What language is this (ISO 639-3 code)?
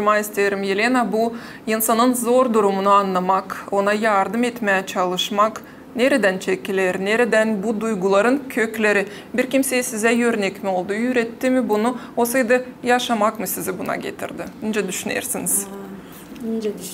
gag